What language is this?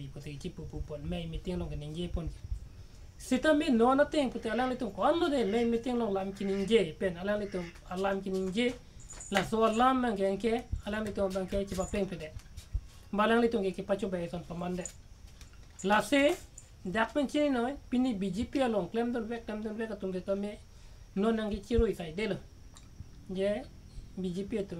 Karbi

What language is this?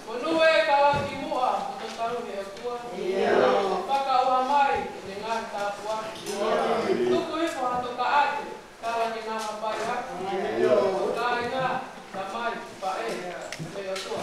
Tongan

